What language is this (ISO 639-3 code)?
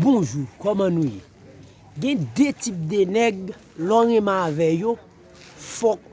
hat